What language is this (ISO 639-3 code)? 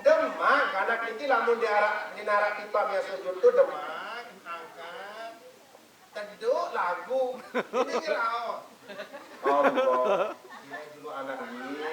sas